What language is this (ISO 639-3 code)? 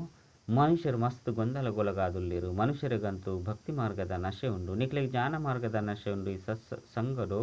tcy